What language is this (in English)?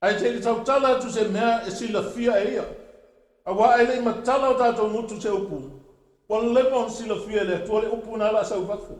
Samoan